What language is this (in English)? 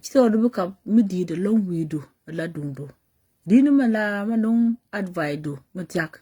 Nuer